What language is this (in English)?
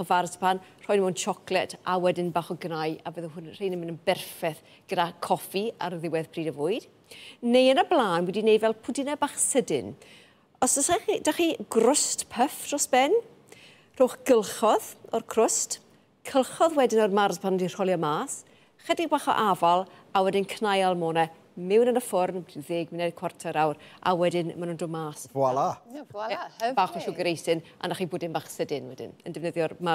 Welsh